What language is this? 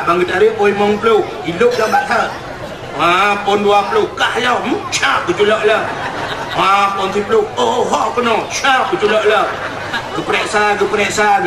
Achinese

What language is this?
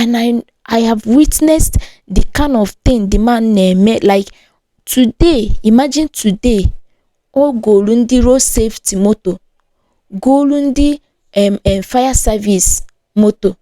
Igbo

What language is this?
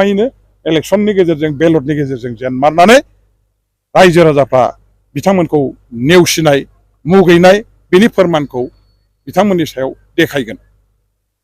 Bodo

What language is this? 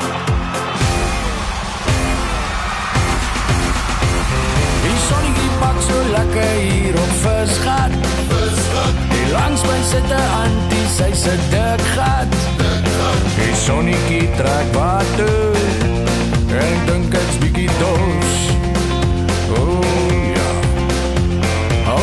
Afrikaans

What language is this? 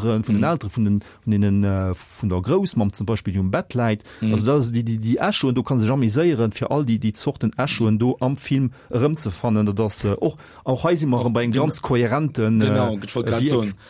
Luxembourgish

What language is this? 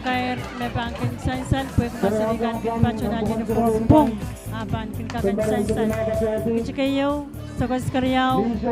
Pohnpeian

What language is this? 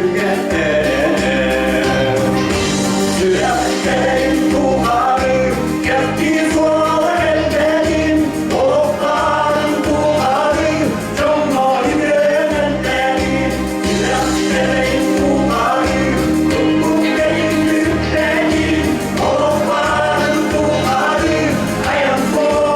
Yakut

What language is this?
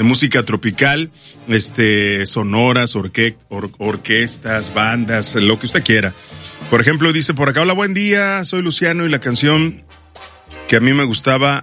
Spanish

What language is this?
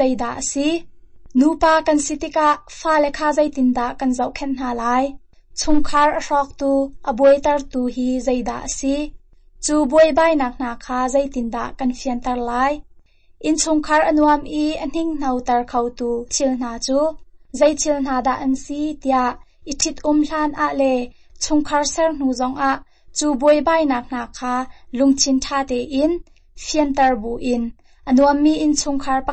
Hakha Chin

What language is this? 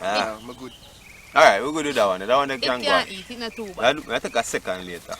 Jamaican Creole English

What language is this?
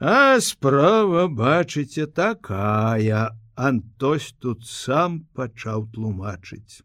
Belarusian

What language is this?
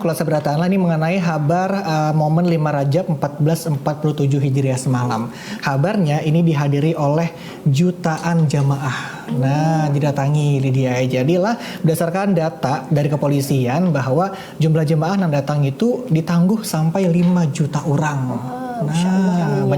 Banjar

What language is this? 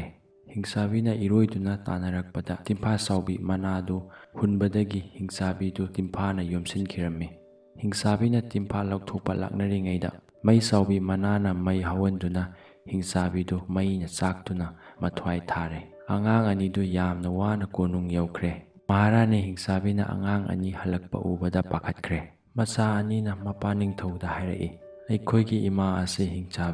Manipuri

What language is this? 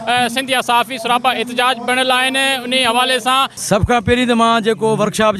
Sindhi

